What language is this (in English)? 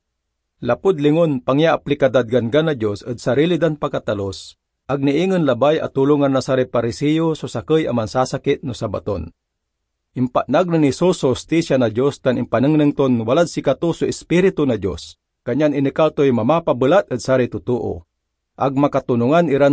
Pangasinan